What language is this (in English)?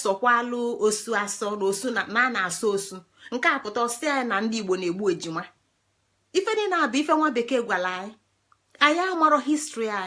Igbo